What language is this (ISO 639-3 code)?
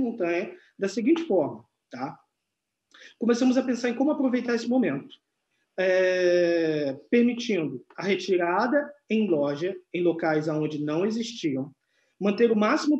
por